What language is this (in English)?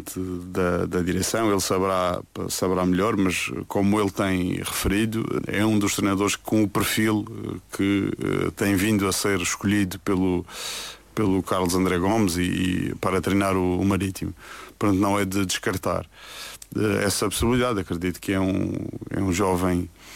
Portuguese